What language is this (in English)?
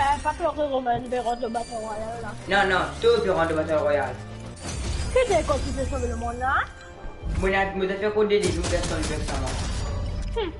Morisyen